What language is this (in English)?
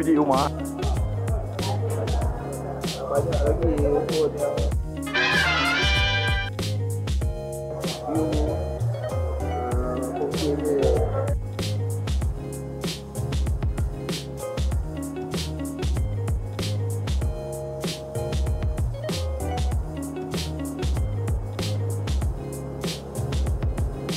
Malay